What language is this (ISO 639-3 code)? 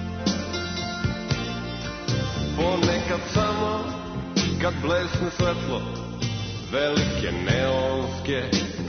srp